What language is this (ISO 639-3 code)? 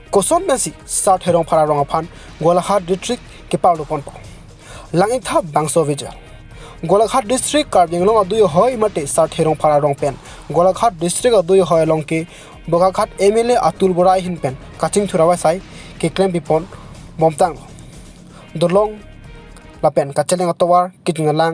mjw